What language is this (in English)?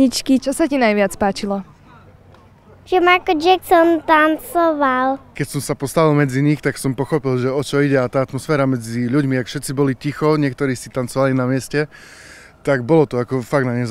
Slovak